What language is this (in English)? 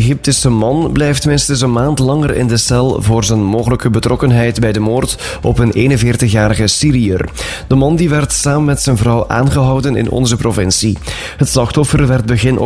Dutch